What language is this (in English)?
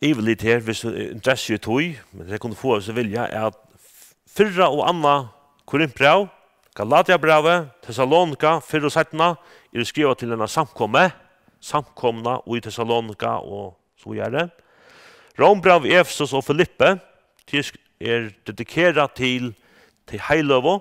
Faroese